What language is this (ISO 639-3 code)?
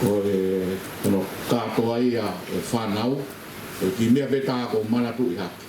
ton